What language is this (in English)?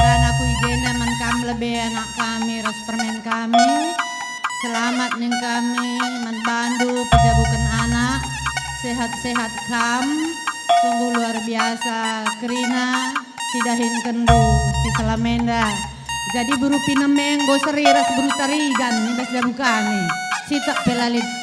Batak Karo